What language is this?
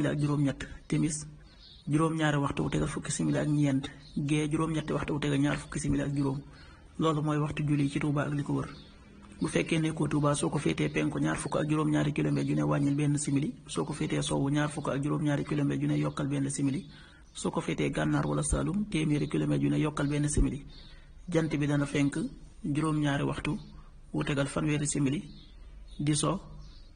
Wolof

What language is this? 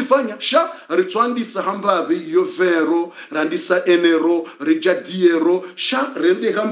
Swahili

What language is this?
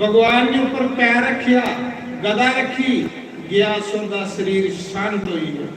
Dogri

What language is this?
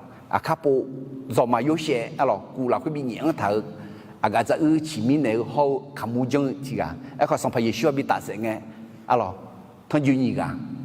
Akha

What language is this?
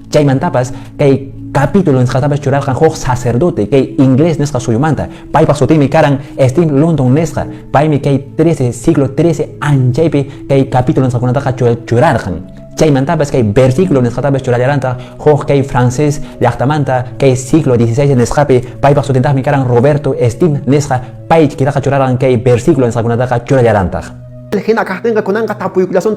Quechua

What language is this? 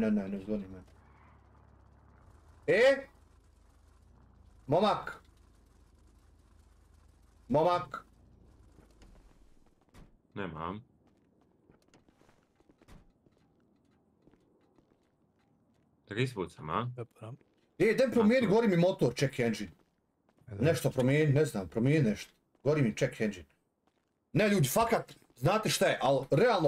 Croatian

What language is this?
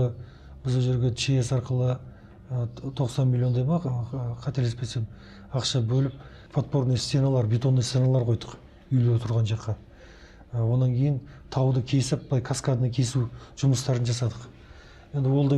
Kazakh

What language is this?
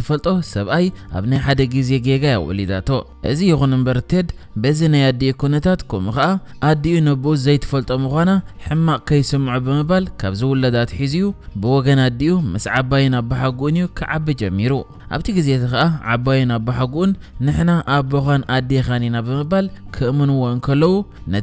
Tigrinya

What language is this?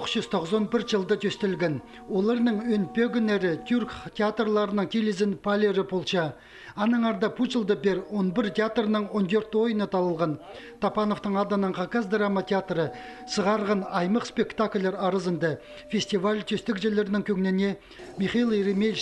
Khakas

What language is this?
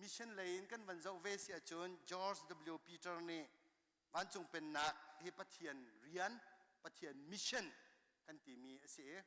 Hakha Chin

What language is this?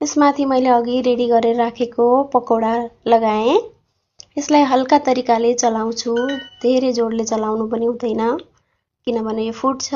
Nepali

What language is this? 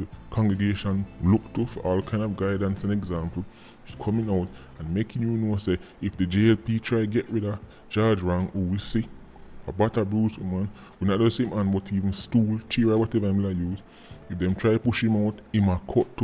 Jamaican Creole English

